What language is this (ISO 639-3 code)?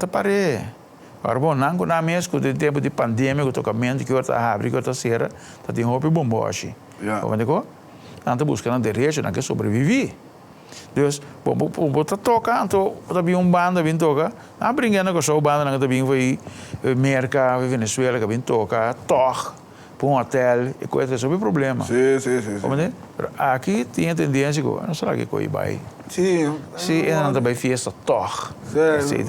pap